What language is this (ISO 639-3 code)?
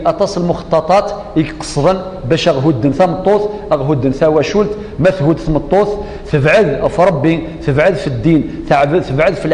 kab